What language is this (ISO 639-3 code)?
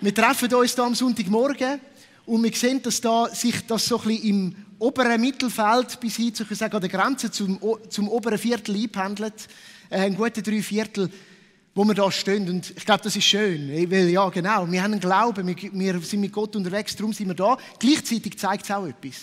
gsw